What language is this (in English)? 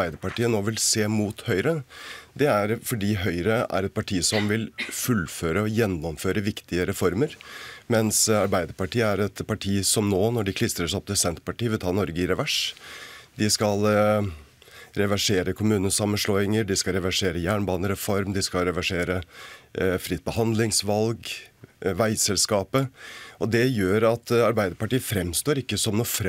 Norwegian